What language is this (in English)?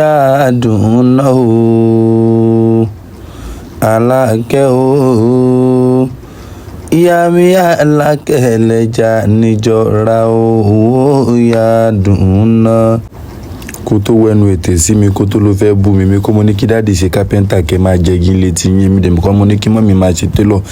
Yoruba